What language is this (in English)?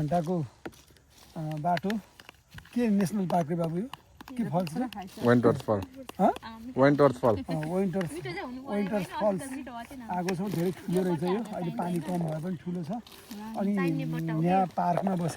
Nepali